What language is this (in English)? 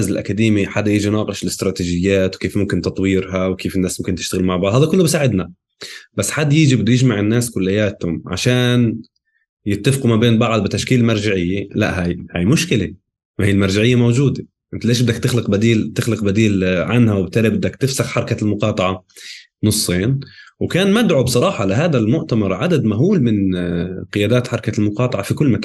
North Levantine Arabic